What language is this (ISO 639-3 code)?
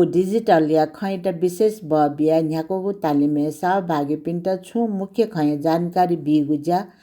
new